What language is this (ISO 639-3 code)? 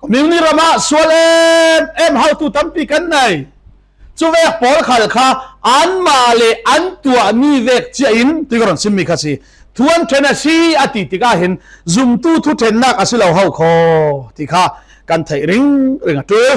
cfm